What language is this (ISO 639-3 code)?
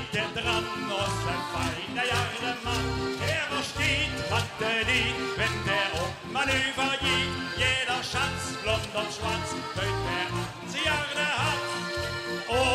lim